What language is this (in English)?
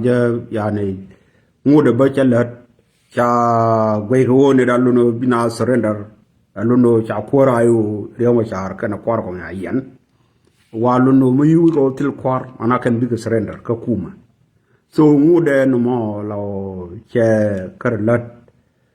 Nuer